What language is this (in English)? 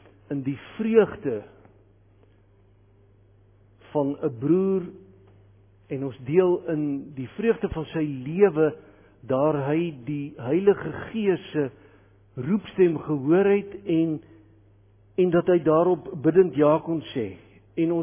Afrikaans